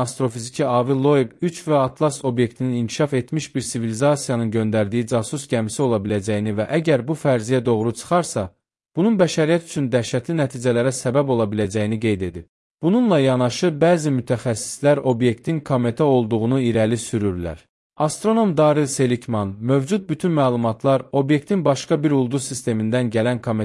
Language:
Azerbaijani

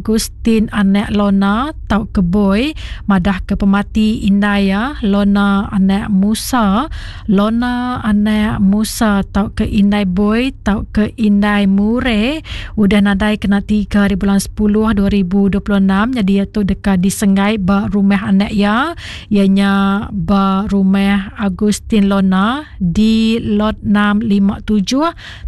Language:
Iban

